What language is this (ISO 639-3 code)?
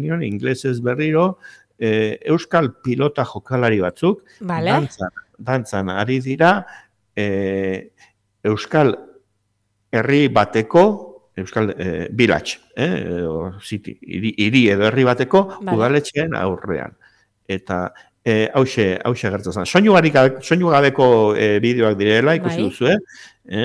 eus